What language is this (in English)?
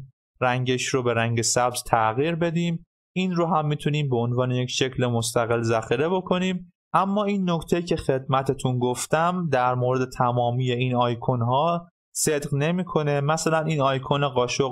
Persian